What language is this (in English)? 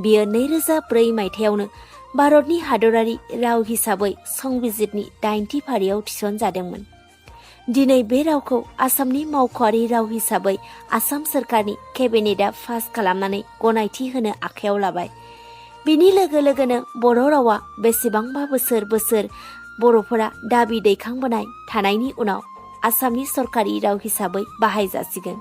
Bodo